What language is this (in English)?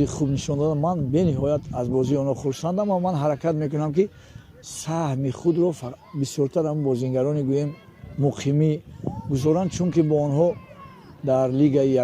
Tajik